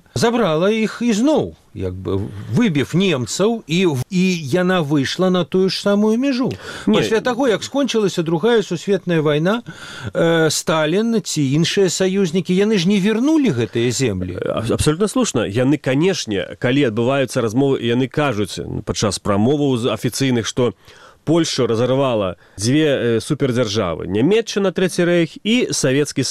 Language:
Belarusian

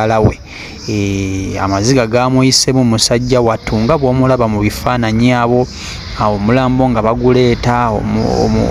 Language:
Ganda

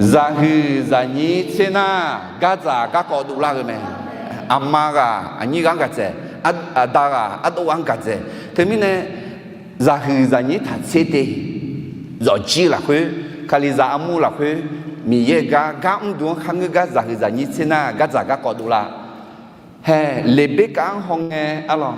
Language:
Akha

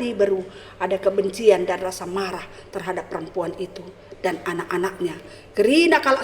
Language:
Batak Karo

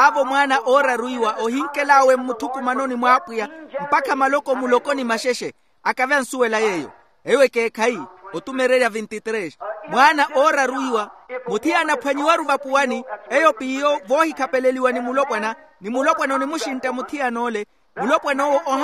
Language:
Makhuwa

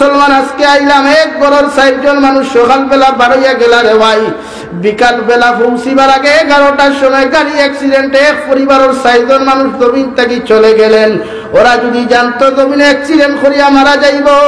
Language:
Sylheti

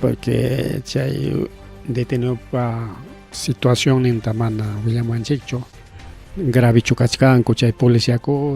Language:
Ayacucho Quechua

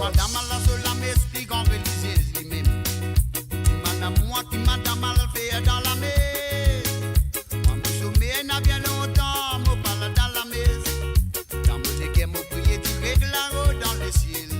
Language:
Morisyen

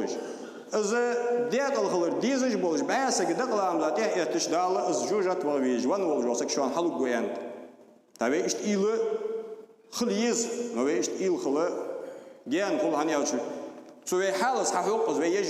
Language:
Ingush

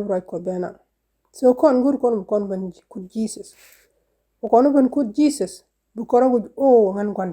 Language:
Nuer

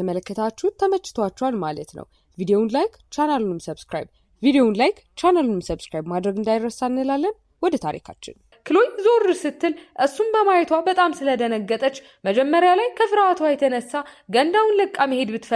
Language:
Amharic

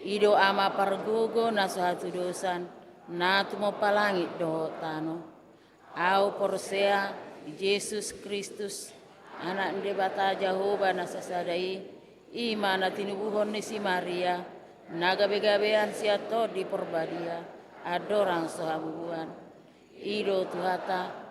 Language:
Batak Toba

